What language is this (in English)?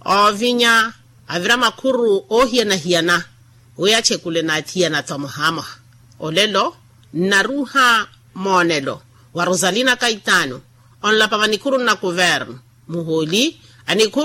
Makhuwa